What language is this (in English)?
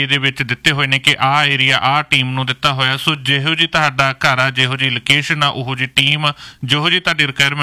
Punjabi